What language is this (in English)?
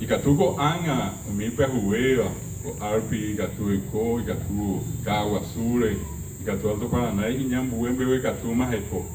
Guarani